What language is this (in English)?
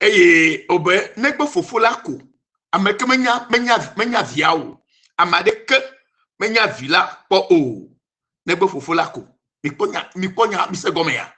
Ewe